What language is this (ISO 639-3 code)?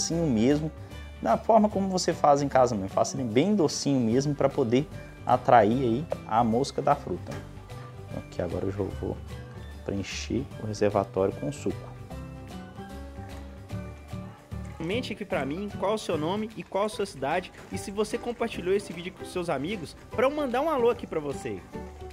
por